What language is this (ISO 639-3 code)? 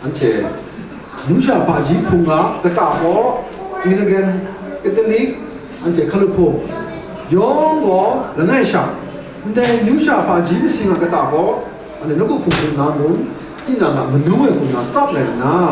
kac